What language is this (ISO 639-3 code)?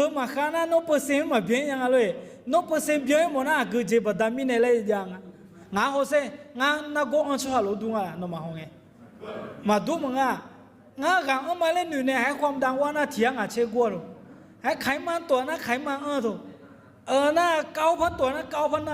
ahk